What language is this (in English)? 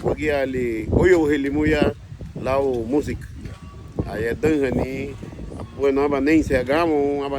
Garifuna